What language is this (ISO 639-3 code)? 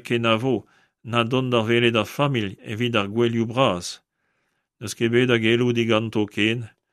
bre